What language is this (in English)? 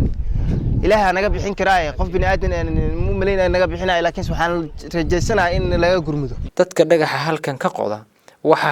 Somali